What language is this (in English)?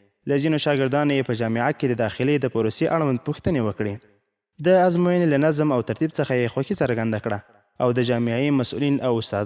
Pashto